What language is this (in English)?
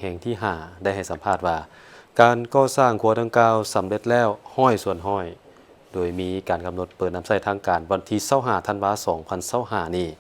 Lao